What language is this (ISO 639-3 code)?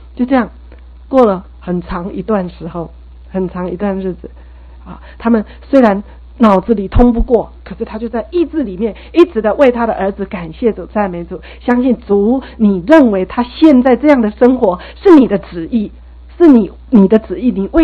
zho